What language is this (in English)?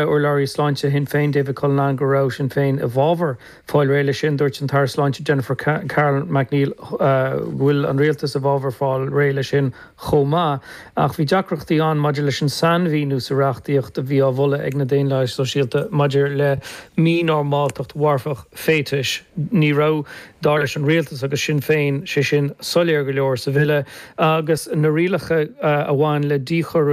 Irish